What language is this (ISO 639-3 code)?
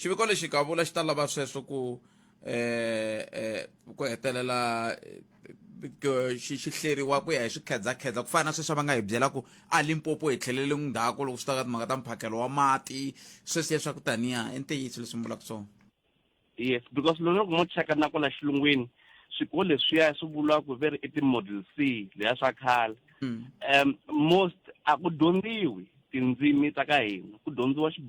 tso